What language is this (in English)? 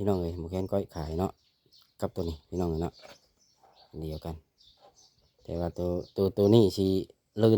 Lao